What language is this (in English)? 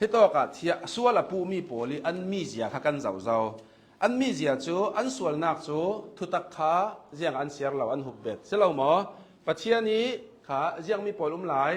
Hakha Chin